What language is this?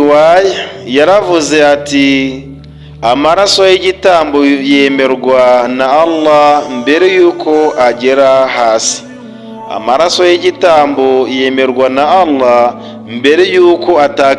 Kinyarwanda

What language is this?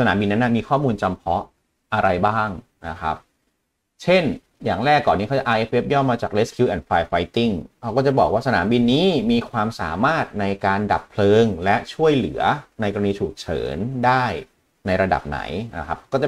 Thai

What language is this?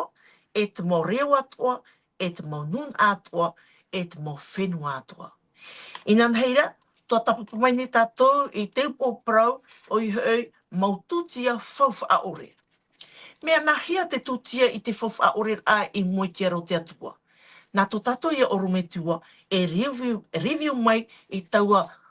Tahitian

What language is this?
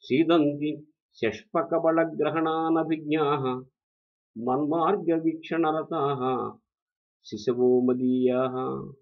Sanskrit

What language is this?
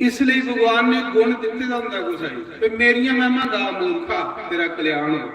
Dogri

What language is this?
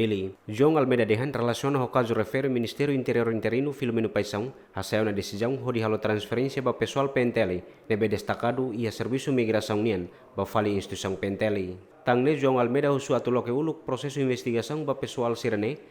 Tetum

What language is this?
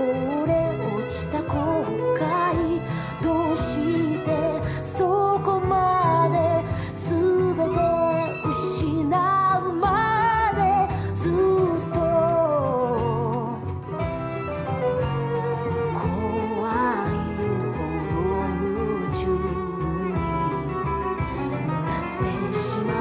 Japanese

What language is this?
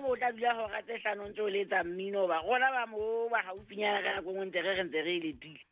Southern Sotho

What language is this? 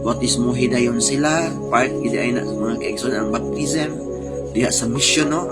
Cebuano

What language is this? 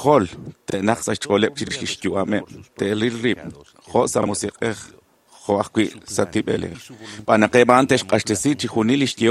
Kekchí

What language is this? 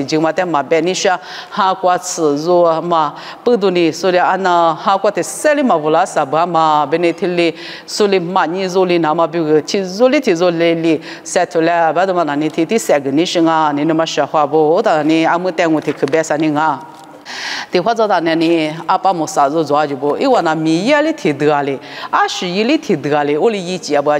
Lisu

